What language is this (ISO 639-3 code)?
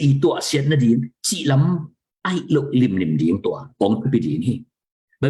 ctd